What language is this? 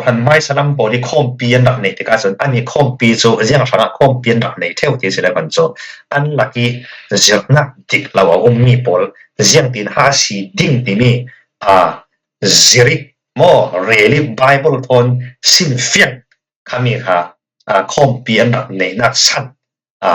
Falam Chin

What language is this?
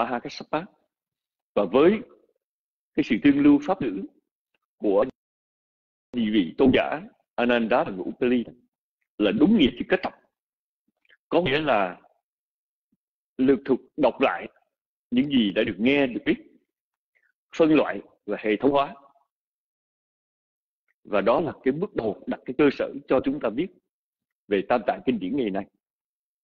Vietnamese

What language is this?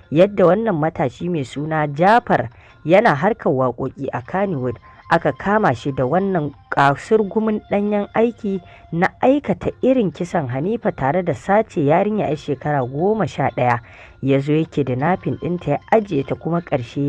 Hausa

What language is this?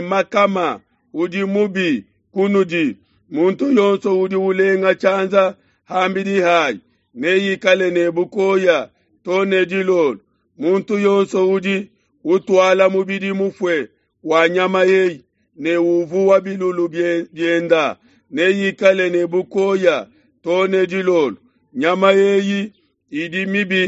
Luba-Lulua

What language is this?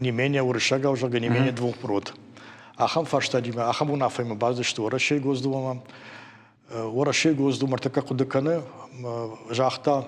Ossetic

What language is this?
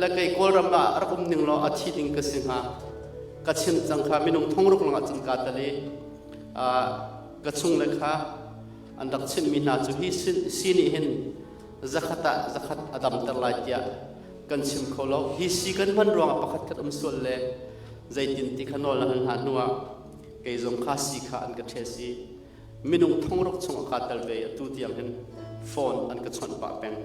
Hakha Chin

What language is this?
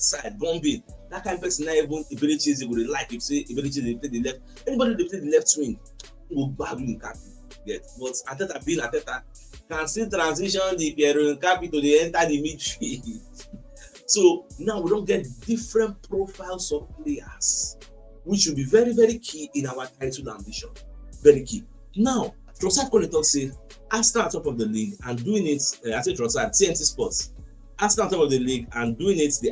Nigerian Pidgin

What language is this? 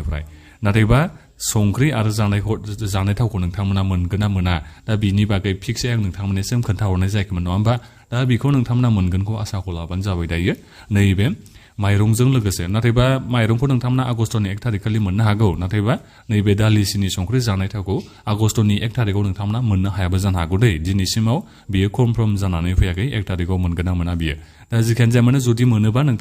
Bodo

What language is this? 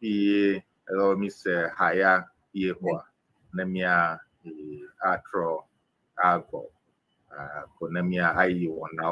Ewe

